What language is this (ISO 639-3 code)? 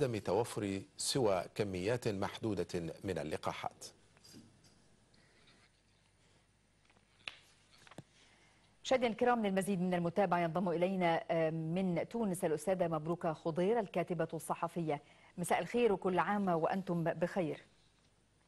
ara